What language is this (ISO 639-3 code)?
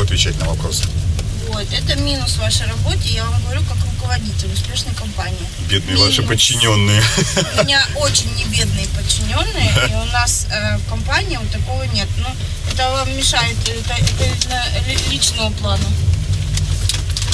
rus